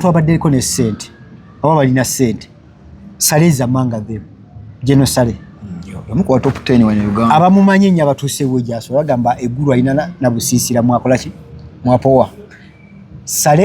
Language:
Ganda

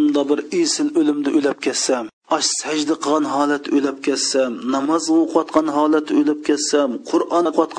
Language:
Uyghur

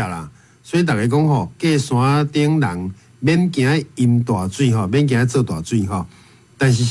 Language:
Min Nan Chinese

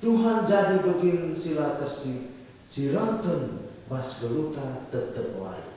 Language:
Batak Karo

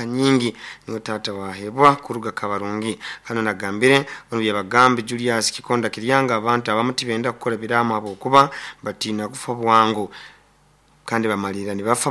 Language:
Nyoro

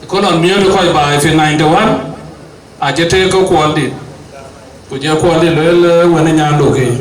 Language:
Dinka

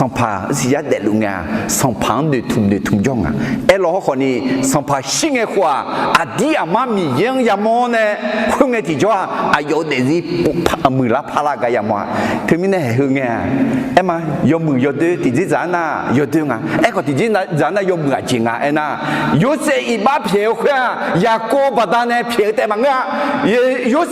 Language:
Akha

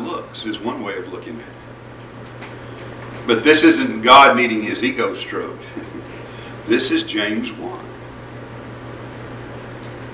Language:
English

